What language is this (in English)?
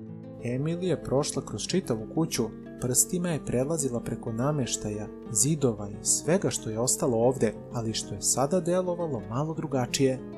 Serbian